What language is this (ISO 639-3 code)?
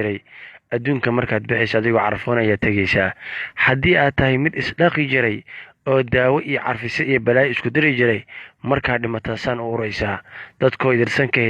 som